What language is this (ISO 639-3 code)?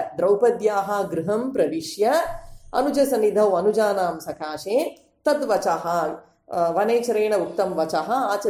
san